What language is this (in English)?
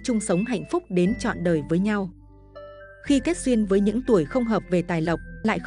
Vietnamese